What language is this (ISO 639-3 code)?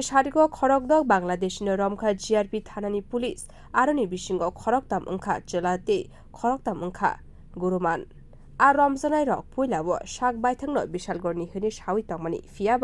trp